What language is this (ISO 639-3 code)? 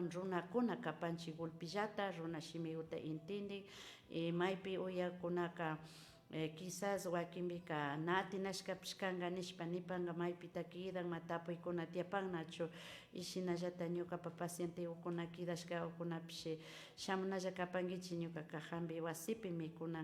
qvi